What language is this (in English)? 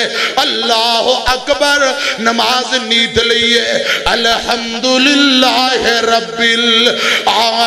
Urdu